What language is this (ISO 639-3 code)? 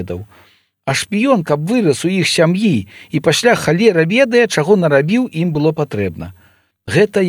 bel